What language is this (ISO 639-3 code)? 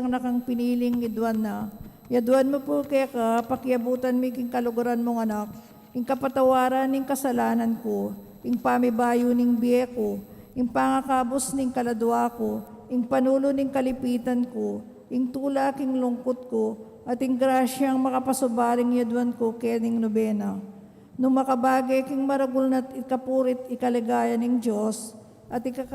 pam